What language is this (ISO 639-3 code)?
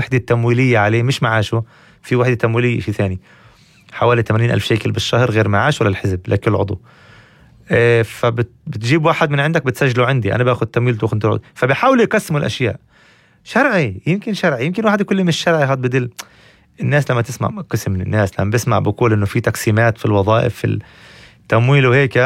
apc